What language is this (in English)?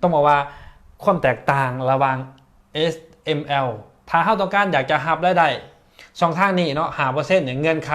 Lao